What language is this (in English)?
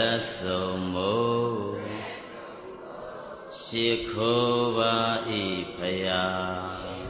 Burmese